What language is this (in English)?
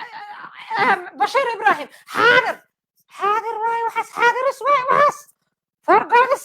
Somali